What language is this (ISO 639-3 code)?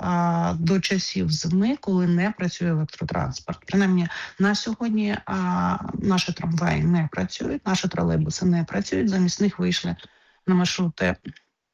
ukr